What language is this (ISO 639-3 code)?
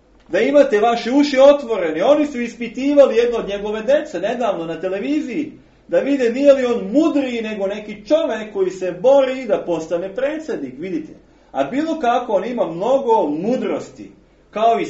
srp